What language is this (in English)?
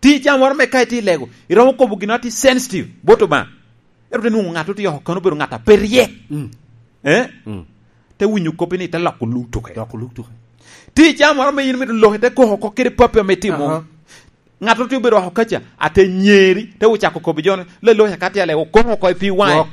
Lango (Uganda)